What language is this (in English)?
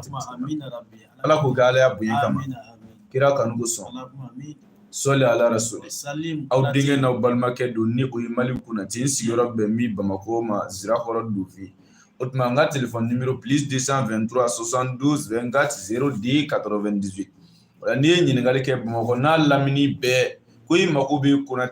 Bambara